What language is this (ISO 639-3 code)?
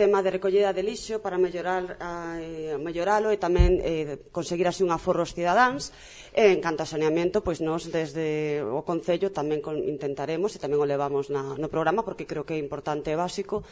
glg